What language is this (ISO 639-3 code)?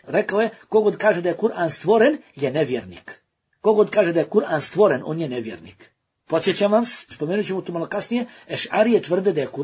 bos